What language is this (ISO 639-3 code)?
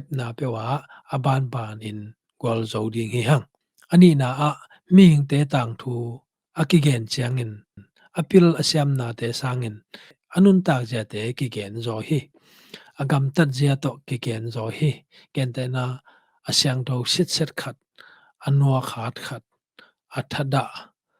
ctd